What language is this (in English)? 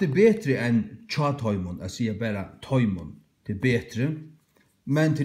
Faroese